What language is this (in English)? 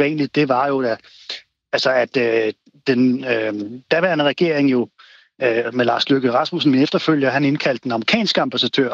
Danish